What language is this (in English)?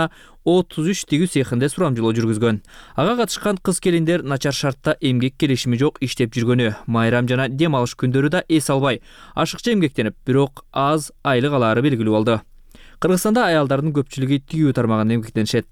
Kyrgyz